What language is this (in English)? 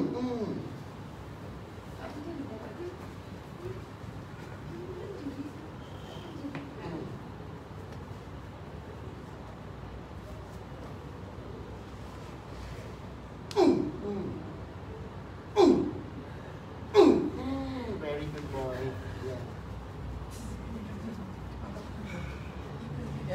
Malay